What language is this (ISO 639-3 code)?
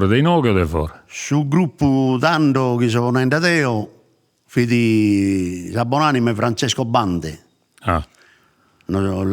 srd